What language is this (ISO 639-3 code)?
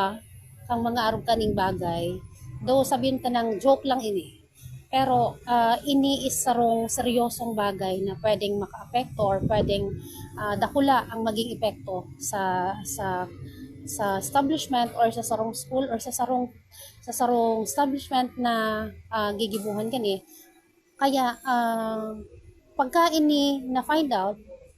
bik